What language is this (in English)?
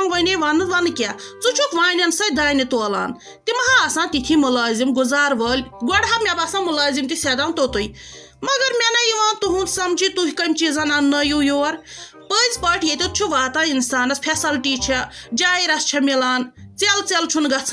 Kashmiri